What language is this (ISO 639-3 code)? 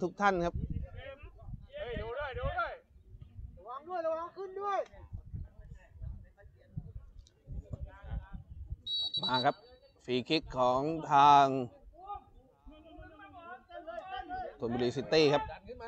tha